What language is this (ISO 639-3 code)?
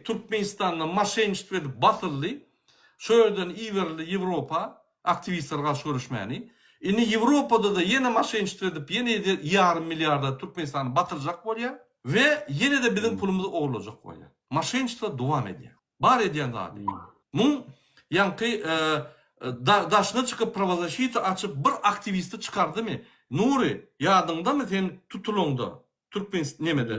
tuk